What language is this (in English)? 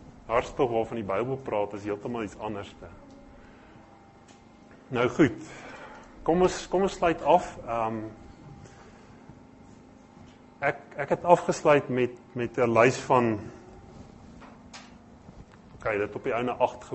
Afrikaans